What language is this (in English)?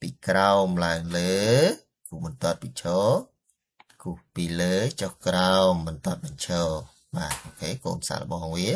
Khmer